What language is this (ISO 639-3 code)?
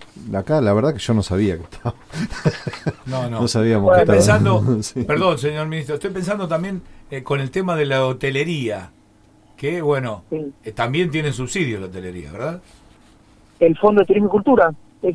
spa